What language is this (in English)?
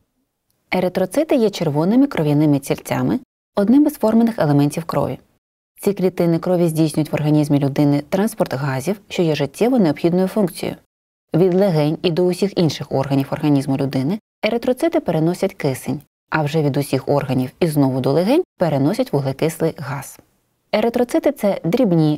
Ukrainian